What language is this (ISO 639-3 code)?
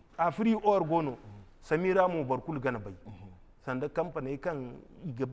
dje